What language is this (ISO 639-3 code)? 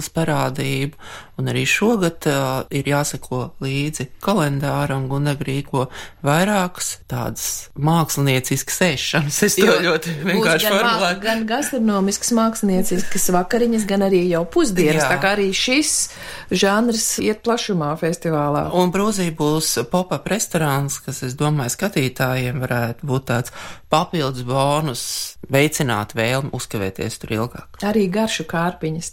lav